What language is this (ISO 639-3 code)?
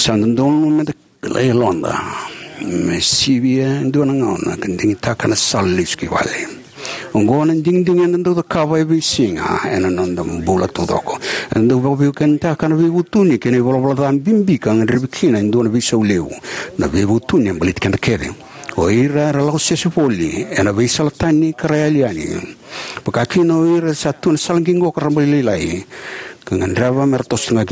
fij